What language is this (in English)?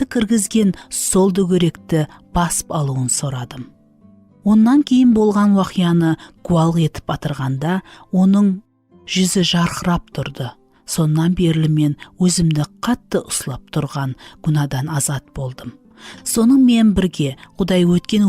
Kara-Kalpak